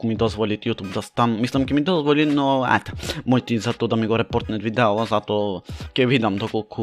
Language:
Macedonian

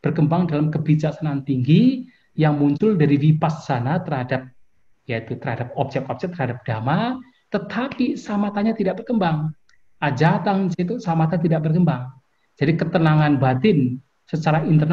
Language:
Indonesian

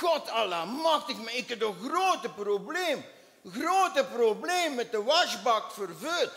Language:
Limburgish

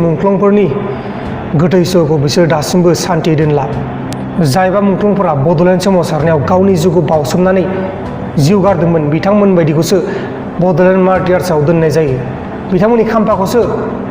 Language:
Bodo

